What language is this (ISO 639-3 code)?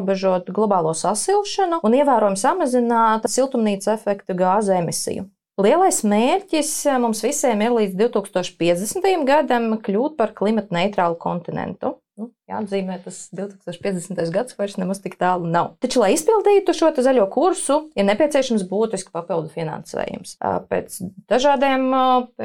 lav